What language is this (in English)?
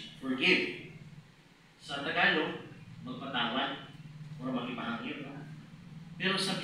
Cebuano